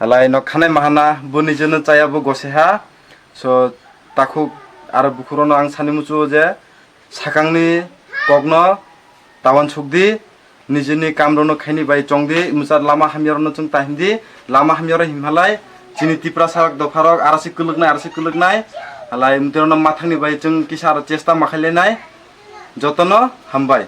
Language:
Kok Borok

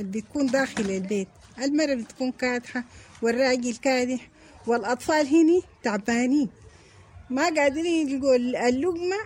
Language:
Sudanese Arabic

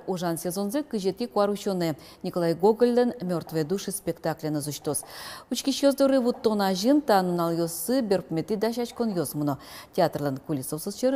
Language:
Udmurt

